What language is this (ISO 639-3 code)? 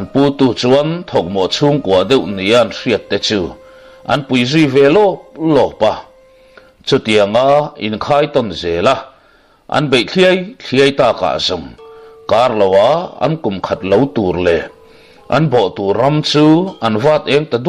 lus